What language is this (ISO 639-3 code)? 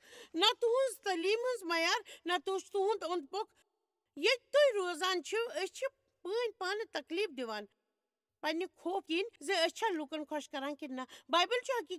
kas